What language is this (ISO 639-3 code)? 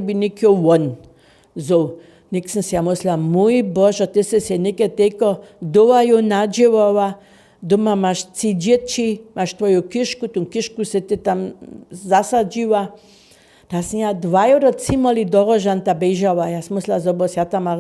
hsb